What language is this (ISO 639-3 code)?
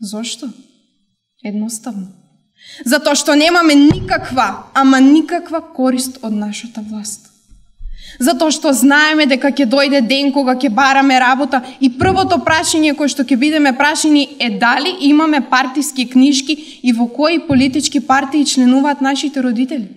mkd